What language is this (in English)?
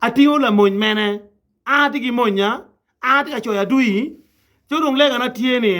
Acoli